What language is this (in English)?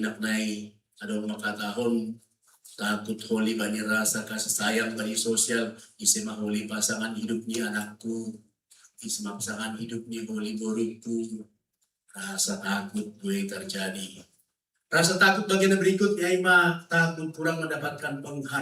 Batak Simalungun